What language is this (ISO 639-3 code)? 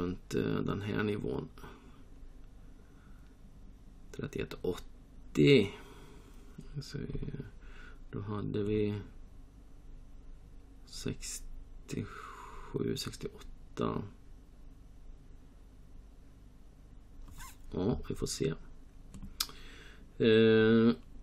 swe